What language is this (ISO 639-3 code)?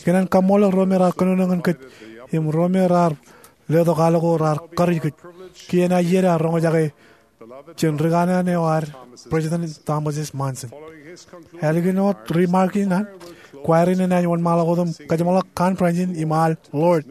mah